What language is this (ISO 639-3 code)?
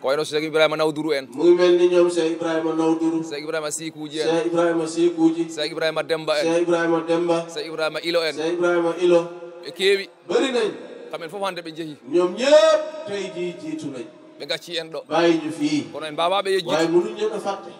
ful